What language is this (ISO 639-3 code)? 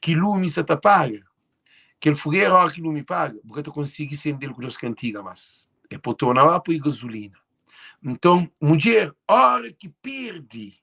kea